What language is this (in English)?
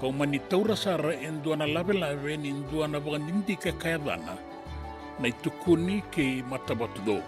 Fijian